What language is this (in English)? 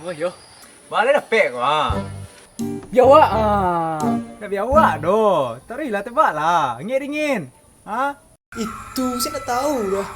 Minangkabau